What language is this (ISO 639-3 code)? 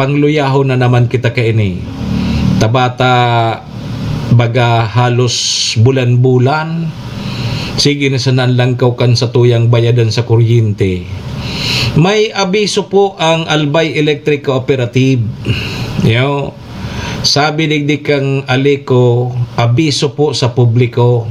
bik